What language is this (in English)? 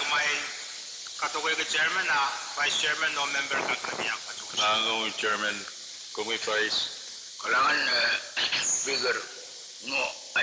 Pohnpeian